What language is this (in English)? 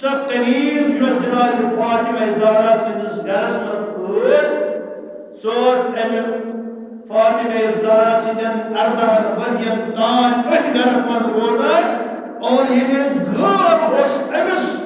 Kashmiri